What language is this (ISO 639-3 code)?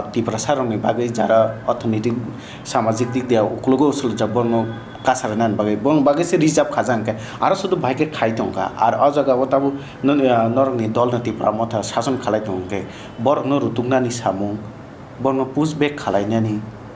trp